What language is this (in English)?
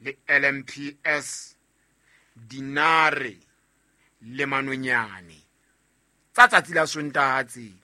Southern Sotho